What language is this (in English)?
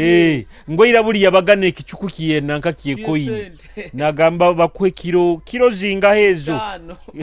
Nyoro